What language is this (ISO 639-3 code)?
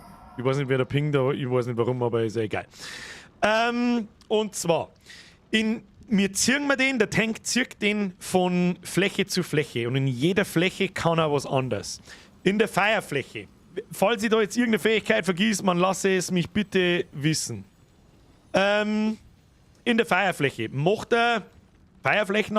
bar